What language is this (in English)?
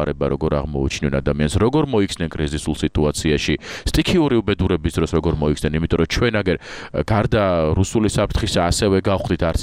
Georgian